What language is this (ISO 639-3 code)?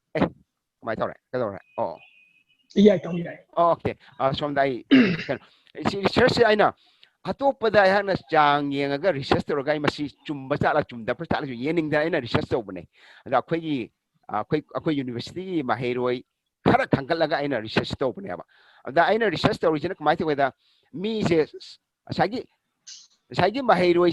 mni